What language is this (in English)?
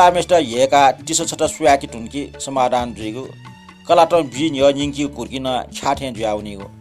Newari